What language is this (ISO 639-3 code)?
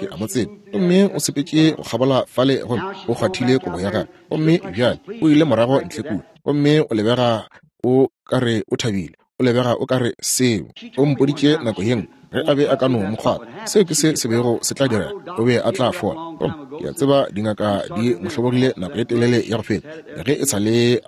nso